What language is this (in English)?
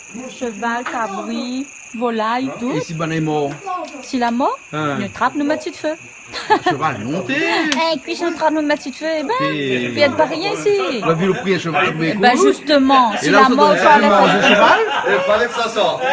Réunion Creole French